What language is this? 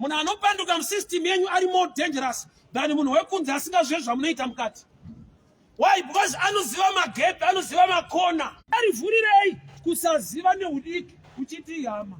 Shona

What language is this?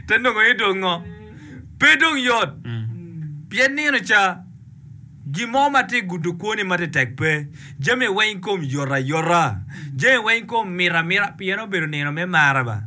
Acoli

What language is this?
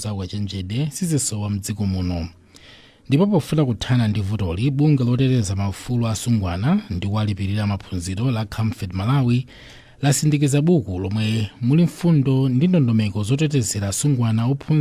Nyanja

